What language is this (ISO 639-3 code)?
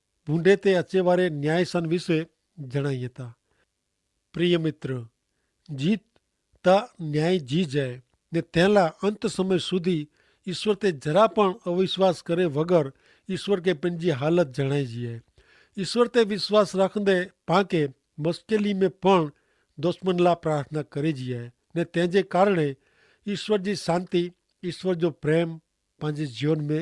kfr